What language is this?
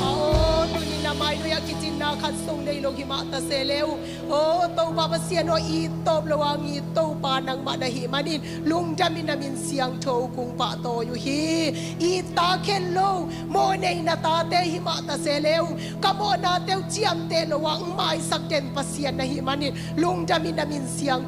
Tedim Chin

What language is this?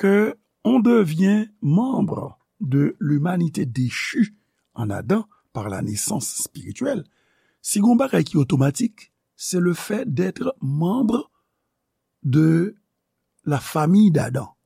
Haitian Creole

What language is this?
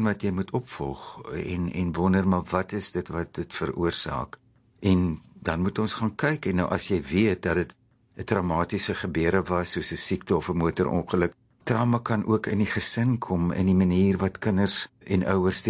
Afrikaans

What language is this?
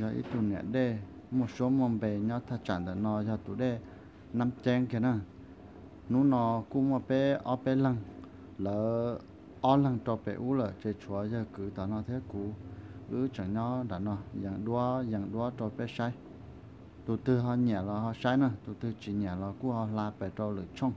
Hmong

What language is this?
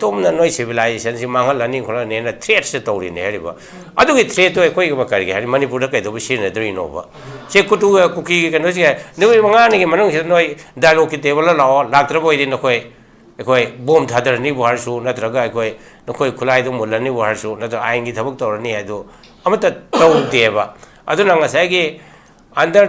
Manipuri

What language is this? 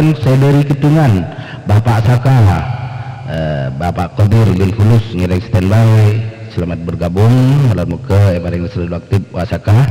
Madurese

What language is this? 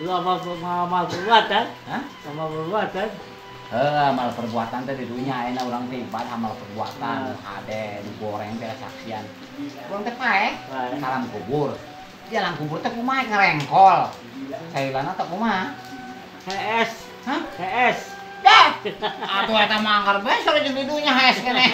Sundanese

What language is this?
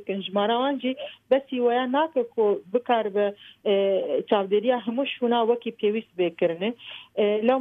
Kurdish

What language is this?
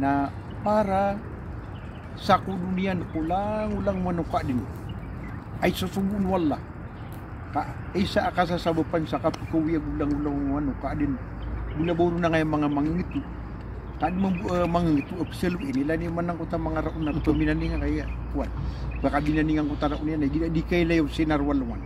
Maranao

